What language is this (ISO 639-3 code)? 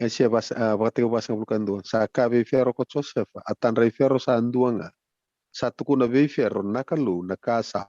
fij